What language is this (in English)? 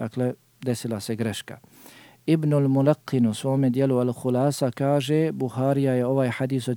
Bosnian